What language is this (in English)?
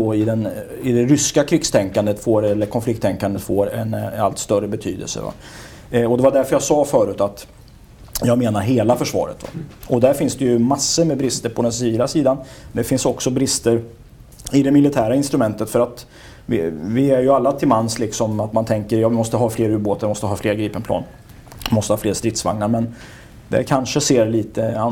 Swedish